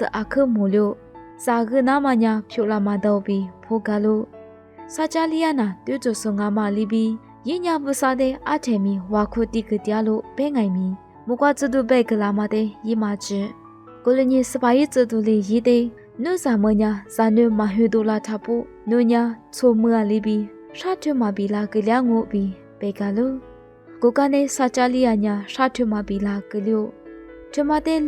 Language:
Lisu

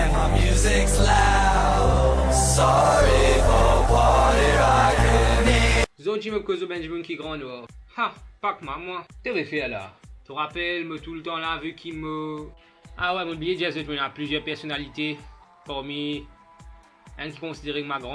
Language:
Morisyen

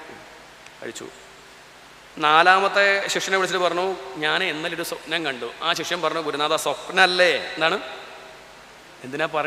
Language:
Malayalam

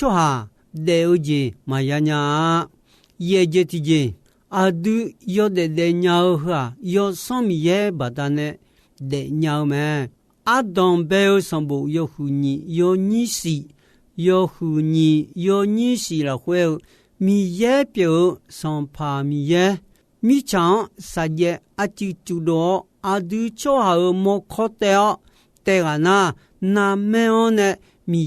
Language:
Akha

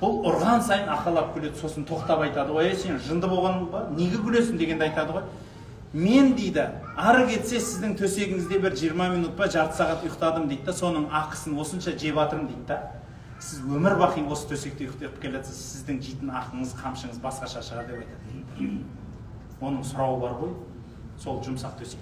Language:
Kazakh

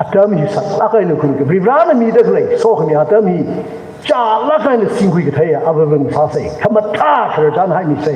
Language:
Tangkhul Naga (India)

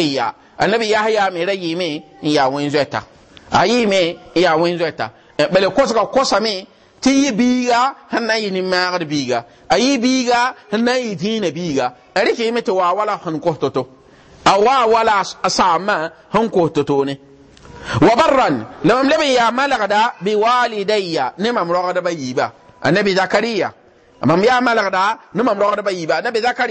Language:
Mossi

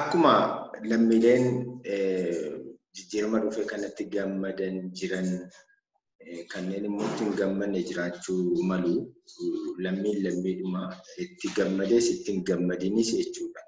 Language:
Oromo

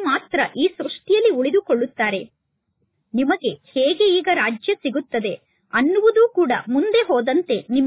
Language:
Kannada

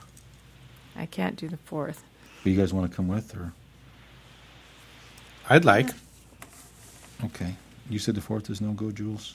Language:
English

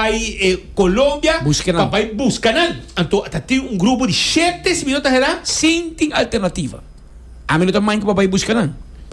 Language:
Papiamento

